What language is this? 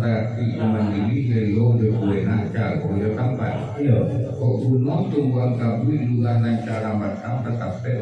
Minangkabau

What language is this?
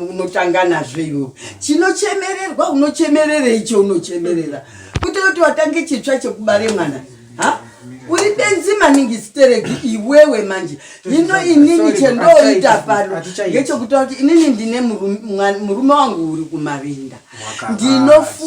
Shona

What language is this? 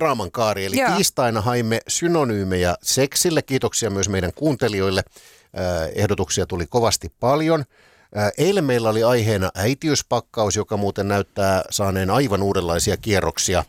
Finnish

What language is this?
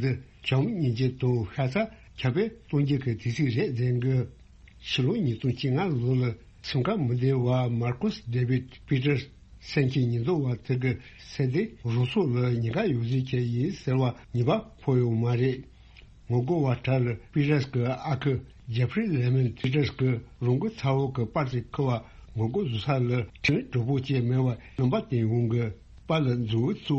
Tibetan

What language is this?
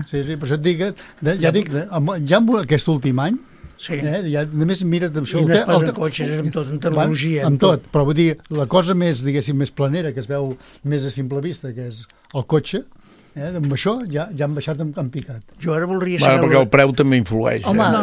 Catalan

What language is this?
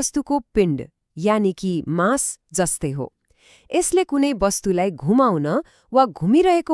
Nepali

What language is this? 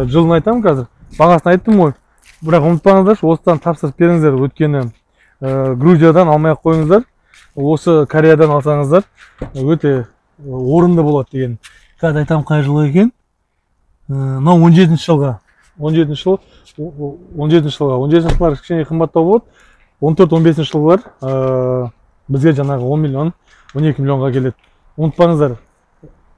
Kazakh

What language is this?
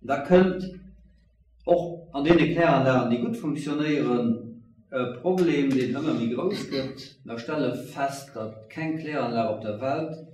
Luxembourgish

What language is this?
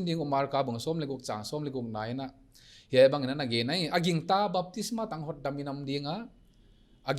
Paite Chin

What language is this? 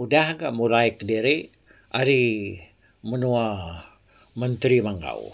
Iban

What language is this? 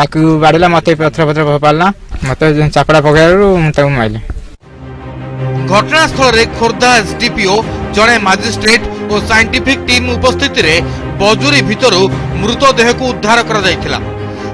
Odia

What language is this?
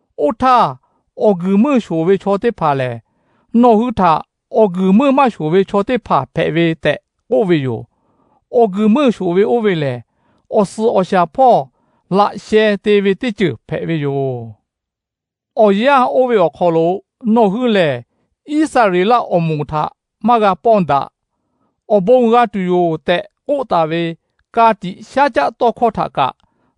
Lahu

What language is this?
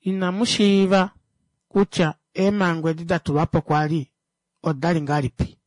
Kuanyama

